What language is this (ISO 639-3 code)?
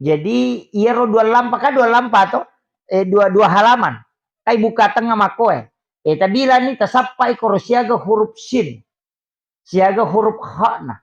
bug